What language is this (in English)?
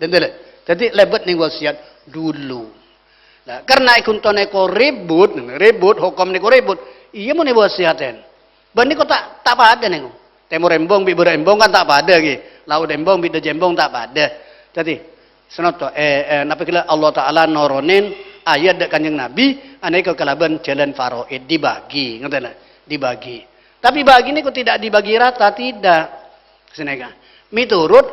Madurese